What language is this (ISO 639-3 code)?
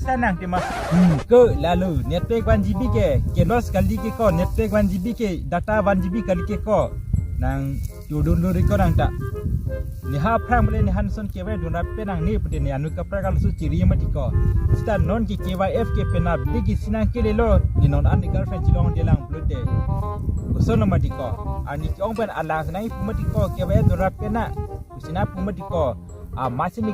mjw